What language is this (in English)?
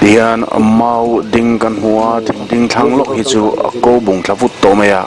Mizo